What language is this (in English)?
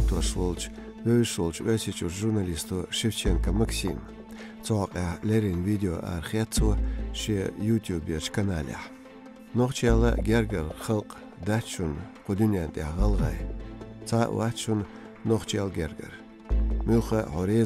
Chechen